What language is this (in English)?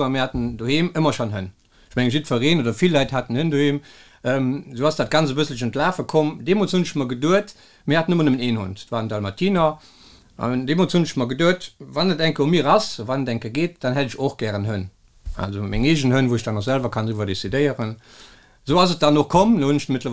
Luxembourgish